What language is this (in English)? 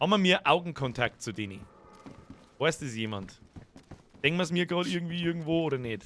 Bavarian